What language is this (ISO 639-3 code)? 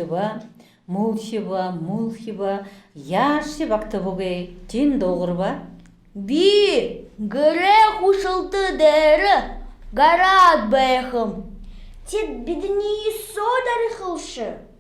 bua